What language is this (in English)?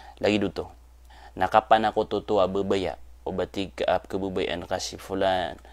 Maranao